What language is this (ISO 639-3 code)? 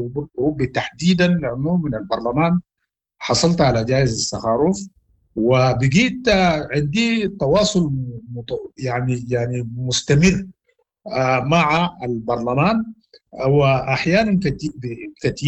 apd